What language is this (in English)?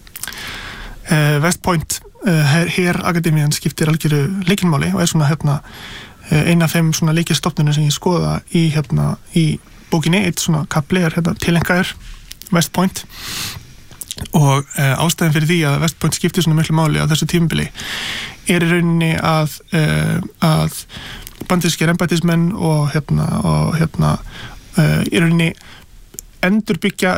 Icelandic